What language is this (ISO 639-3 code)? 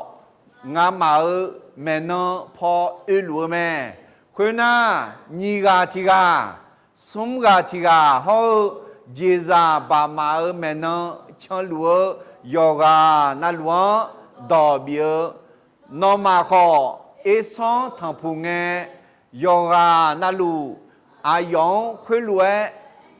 ahk